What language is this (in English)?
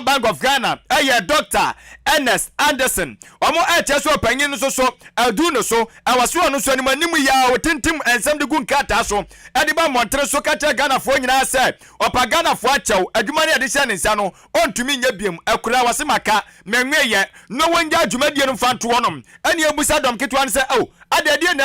Akan